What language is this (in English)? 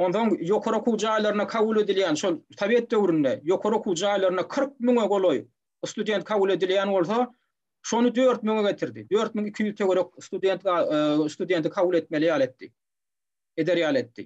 Turkmen